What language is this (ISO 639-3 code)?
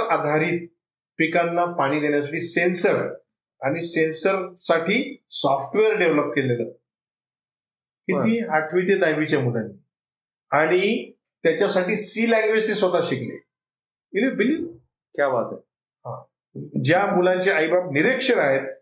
mar